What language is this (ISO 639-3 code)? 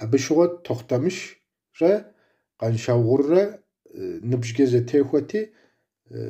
kbd